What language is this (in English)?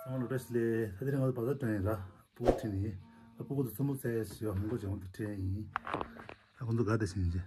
Tibetan